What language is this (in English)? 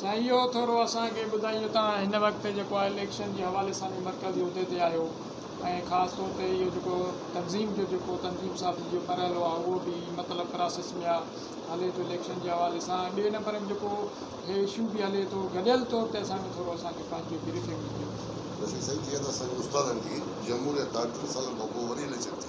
Sindhi